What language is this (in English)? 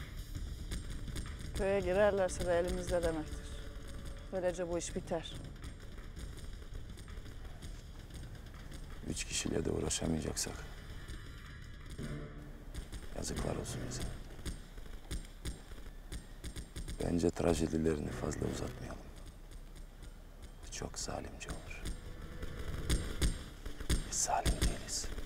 Turkish